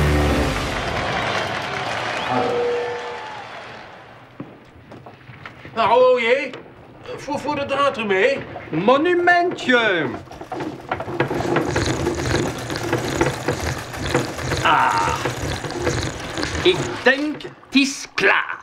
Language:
Dutch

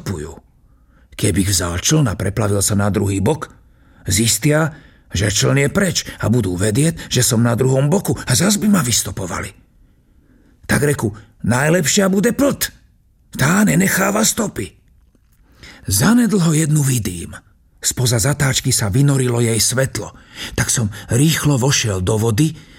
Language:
Slovak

